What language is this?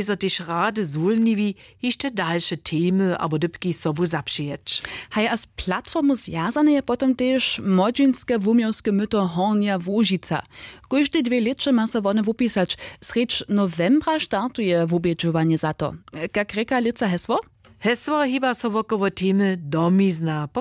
Upper Sorbian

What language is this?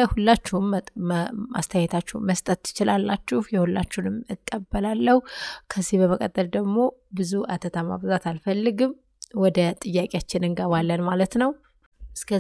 Amharic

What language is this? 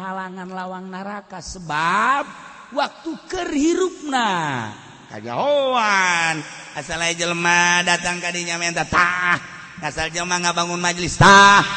Sundanese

